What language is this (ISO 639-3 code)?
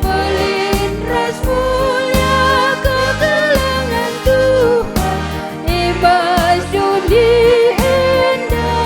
btx